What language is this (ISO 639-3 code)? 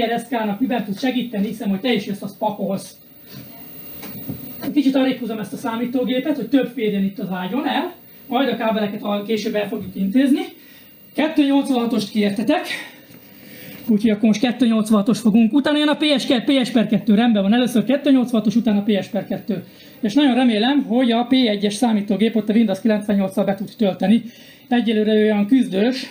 hun